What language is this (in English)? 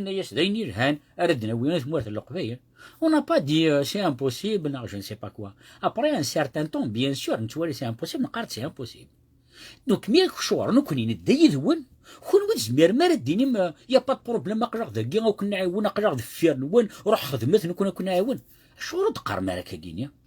Kabyle